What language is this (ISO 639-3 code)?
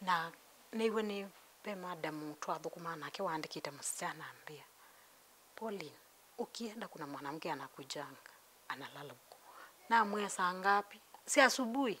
kam